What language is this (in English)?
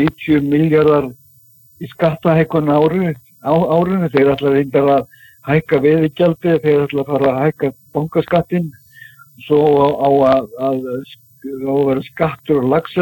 Icelandic